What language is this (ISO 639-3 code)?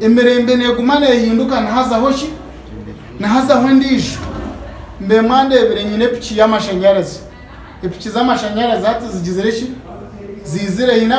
nyn